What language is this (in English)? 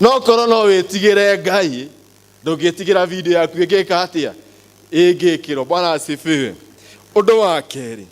Kikuyu